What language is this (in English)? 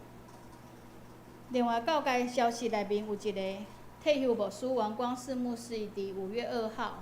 Min Nan Chinese